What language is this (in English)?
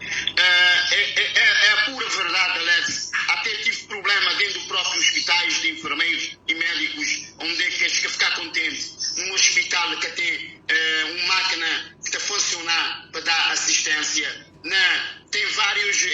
Kabuverdianu